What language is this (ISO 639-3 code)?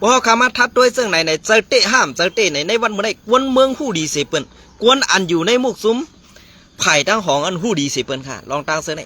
shn